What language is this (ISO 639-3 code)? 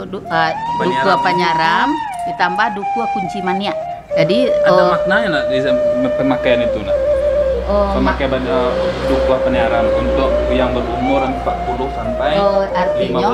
min